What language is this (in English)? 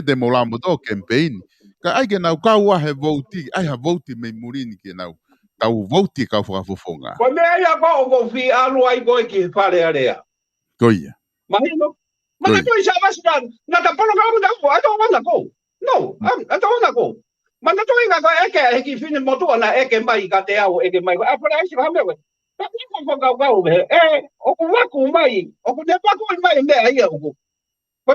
Tongan